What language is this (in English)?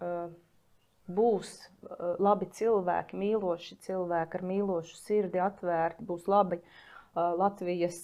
Latvian